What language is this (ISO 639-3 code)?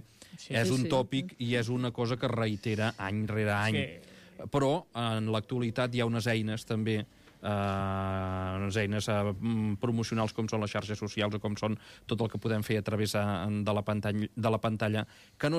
cat